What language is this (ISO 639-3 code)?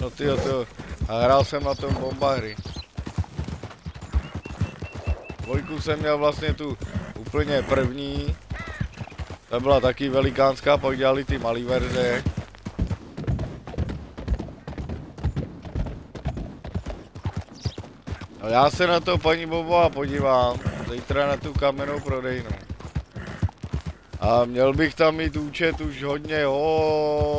ces